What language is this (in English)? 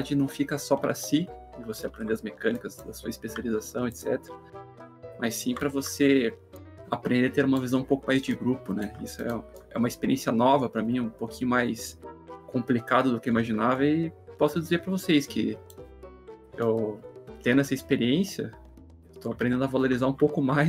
Portuguese